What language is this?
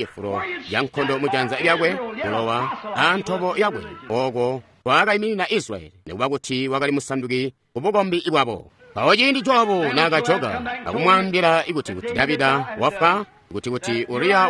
Tonga (Zambia)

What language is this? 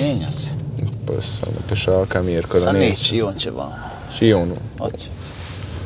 Croatian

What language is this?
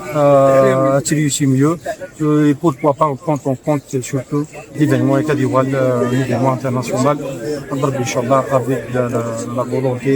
Kabyle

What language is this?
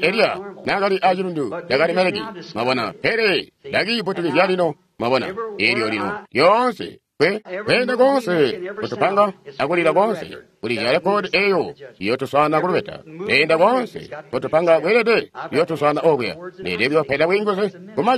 Tonga (Zambia)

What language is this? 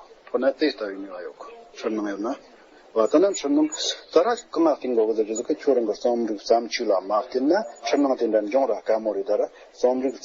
Tibetan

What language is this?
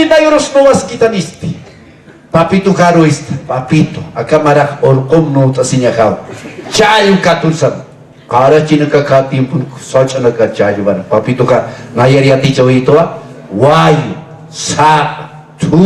Aymara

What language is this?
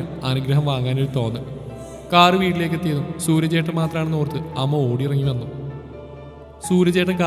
Malayalam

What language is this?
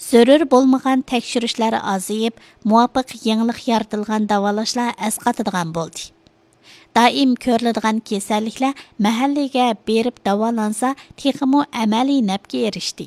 Uyghur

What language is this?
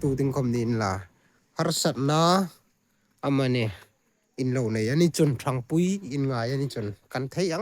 Hmar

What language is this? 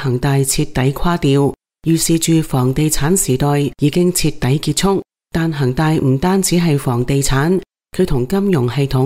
Cantonese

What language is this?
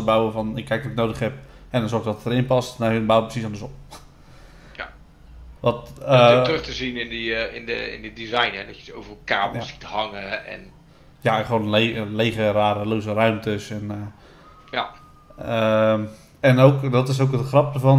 Dutch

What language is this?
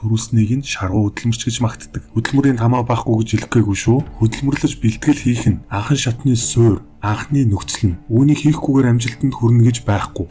Mongolian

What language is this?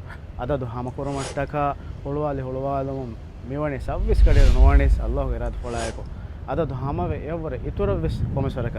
Divehi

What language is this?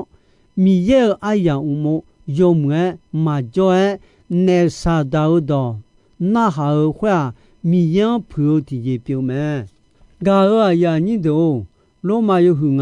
Akha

